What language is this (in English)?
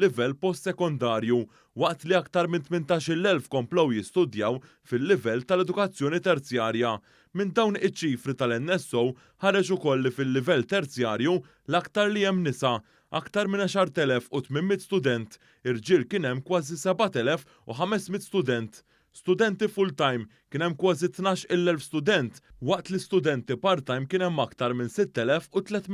Maltese